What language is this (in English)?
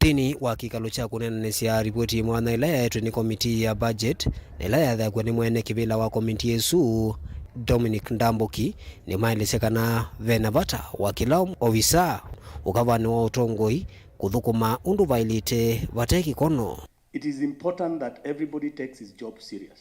Kamba